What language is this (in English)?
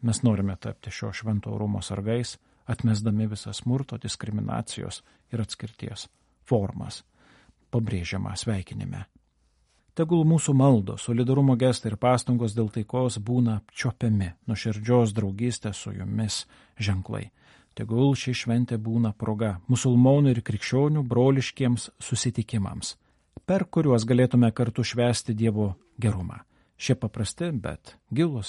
Lithuanian